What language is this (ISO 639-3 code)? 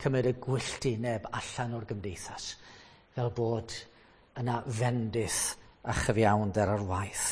cym